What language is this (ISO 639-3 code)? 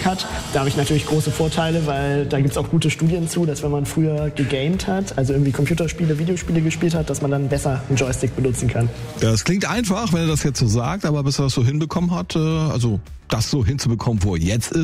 deu